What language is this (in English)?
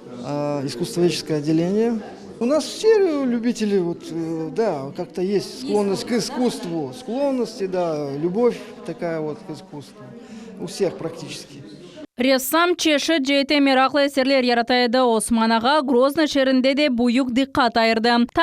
Crimean Tatar